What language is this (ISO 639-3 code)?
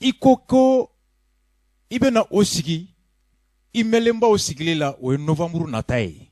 bam